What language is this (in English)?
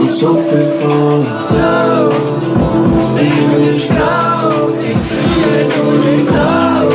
Swiss German